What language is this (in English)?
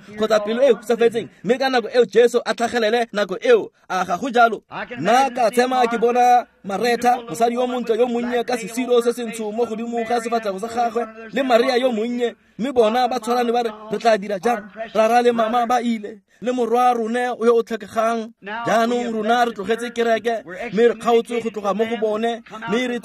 Tswana